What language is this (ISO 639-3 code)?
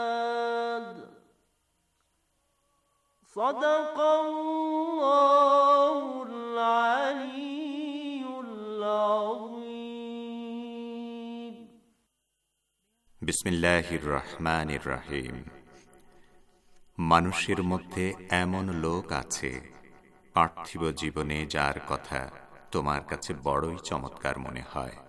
ben